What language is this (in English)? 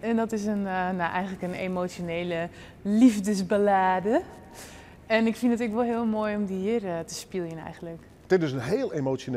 Western Frisian